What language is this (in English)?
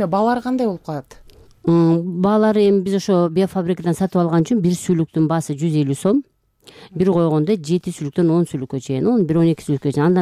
Kyrgyz